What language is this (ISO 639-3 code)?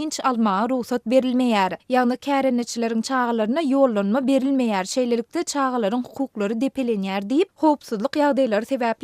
tuk